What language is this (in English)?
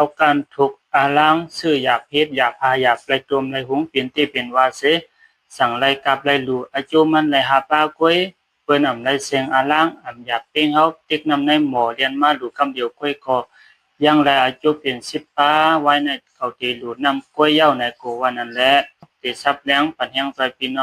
Shan